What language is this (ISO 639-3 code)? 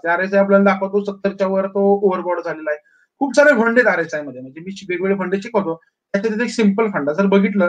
mar